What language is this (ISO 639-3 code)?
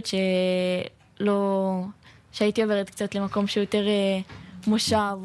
heb